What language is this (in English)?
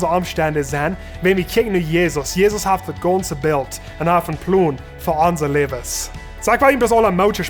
Plautdietsch